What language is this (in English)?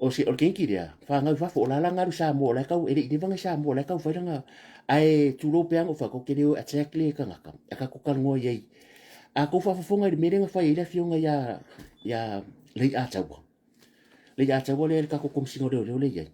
Samoan